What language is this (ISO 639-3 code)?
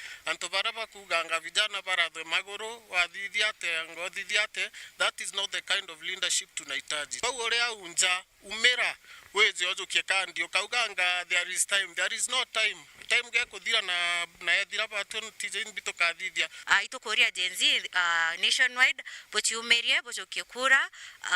mer